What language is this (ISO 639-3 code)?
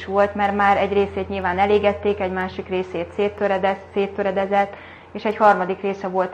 hun